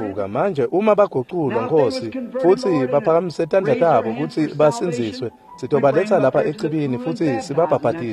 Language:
Swati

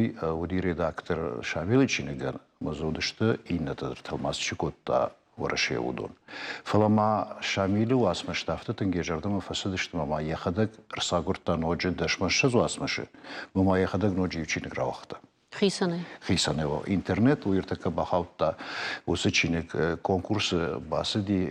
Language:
Ossetic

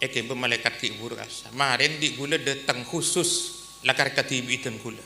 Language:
Madurese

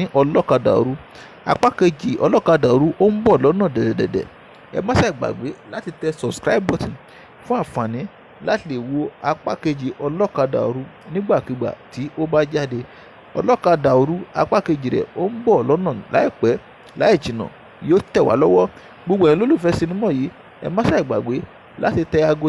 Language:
Yoruba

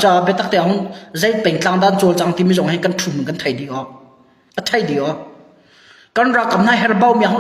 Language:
Hakha Chin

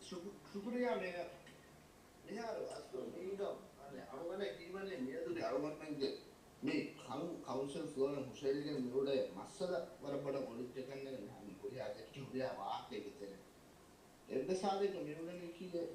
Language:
Divehi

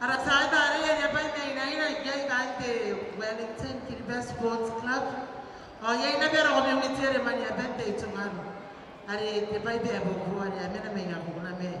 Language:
Gilbertese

